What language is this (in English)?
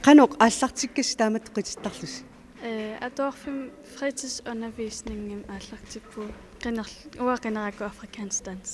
Kalaallisut